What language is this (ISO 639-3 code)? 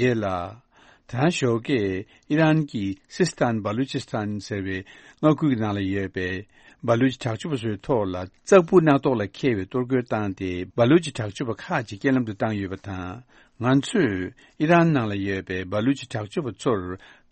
bod